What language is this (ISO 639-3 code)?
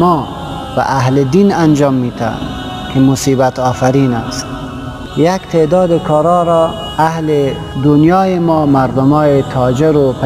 fas